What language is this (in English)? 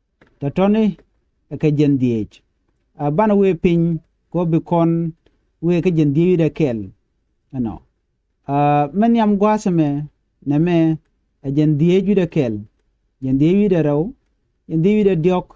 Nuer